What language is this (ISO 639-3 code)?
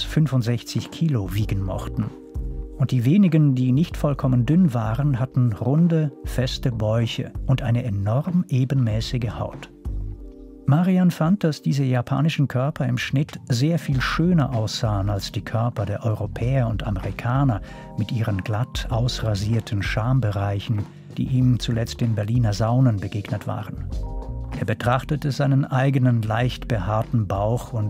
gsw